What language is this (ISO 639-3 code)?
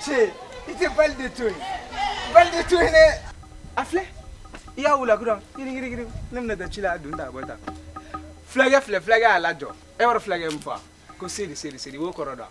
bam